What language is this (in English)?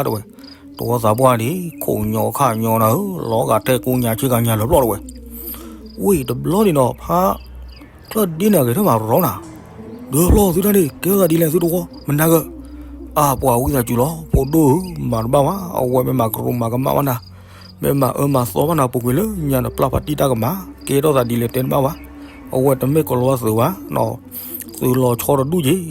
S'gaw Karen